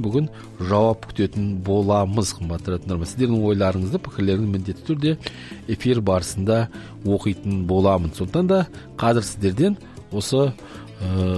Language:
Kazakh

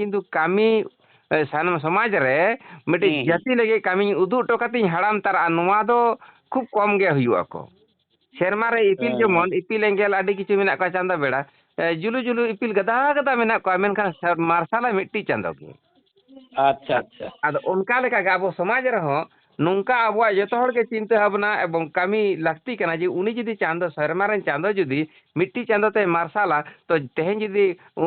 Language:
Santali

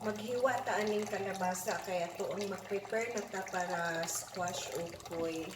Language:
Cebuano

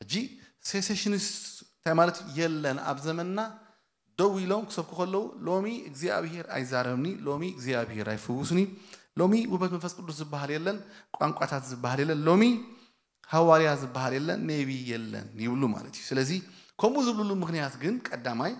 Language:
Tigrinya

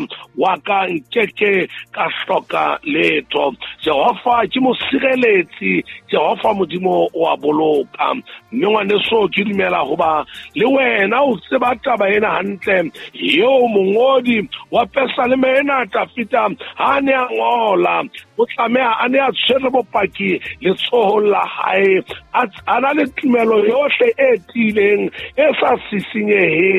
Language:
Southern Sotho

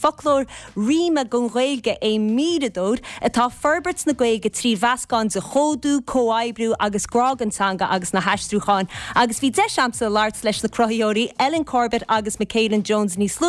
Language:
Irish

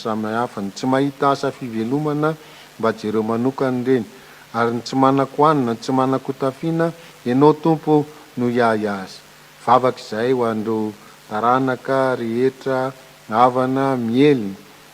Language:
Malagasy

